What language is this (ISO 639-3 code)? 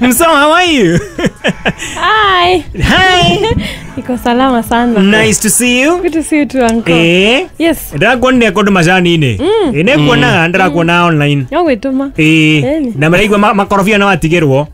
kik